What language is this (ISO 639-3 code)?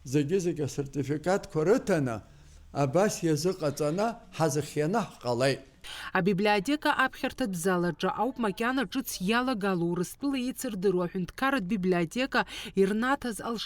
abk